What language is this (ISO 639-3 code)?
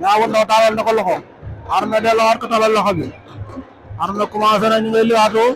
wol